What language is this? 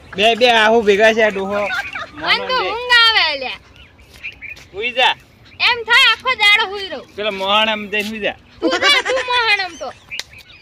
Gujarati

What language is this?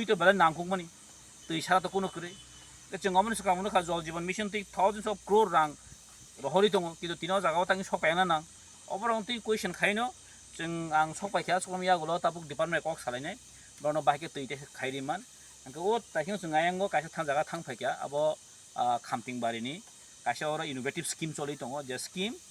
Kok Borok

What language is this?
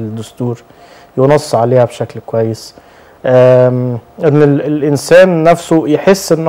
Egyptian Arabic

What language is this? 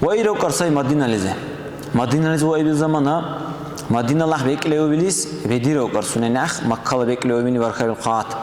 Dargwa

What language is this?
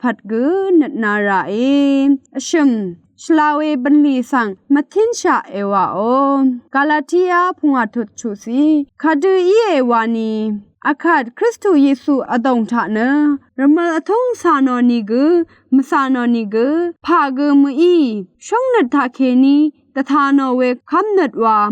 Rawang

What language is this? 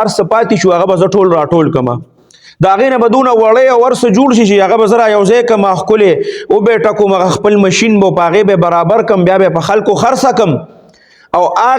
Pashto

